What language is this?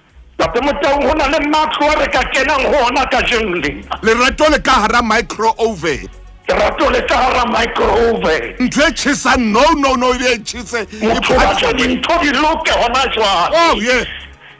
Southern Sotho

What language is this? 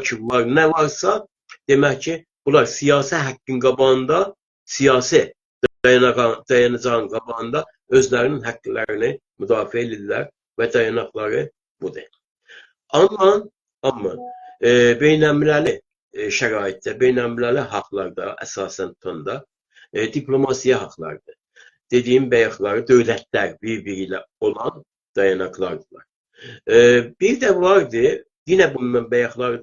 South Azerbaijani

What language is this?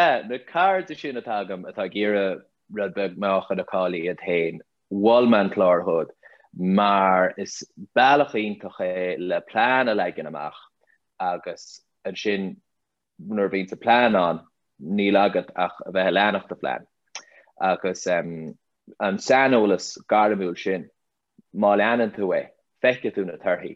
Irish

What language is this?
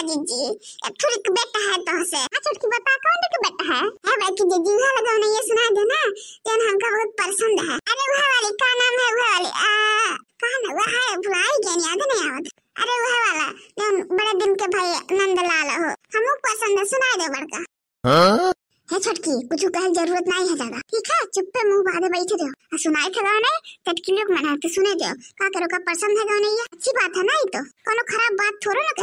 Awadhi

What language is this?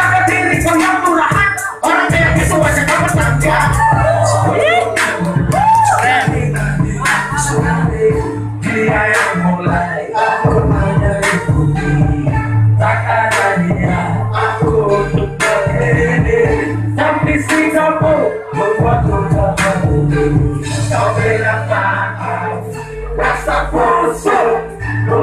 Indonesian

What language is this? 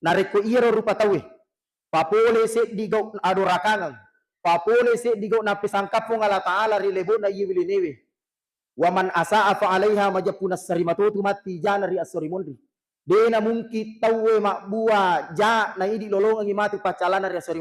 Buginese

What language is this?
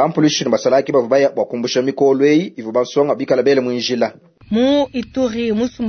Luba-Lulua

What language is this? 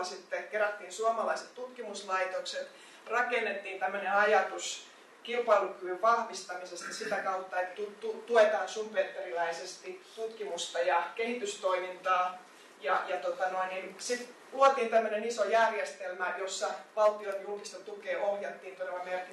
Finnish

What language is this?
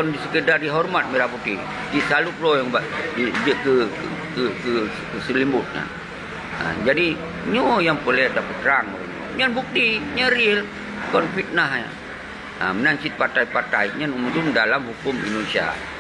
Achinese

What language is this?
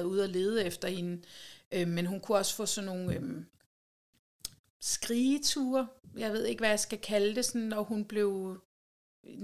Danish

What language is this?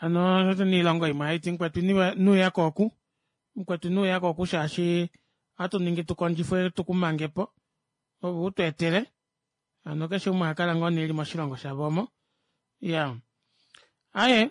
Kuanyama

